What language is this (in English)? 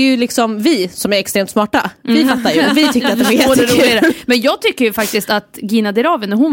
Swedish